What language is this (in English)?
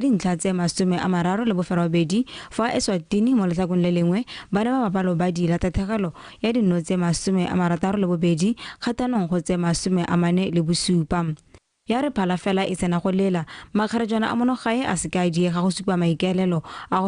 Tswana